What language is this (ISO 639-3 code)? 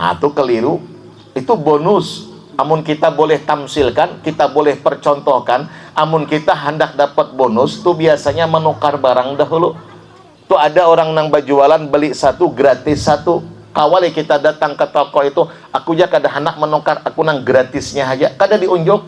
bjn